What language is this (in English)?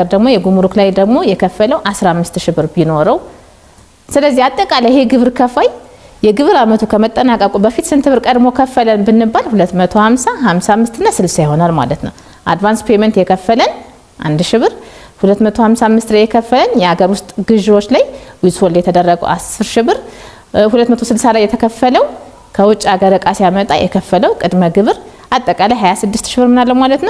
Amharic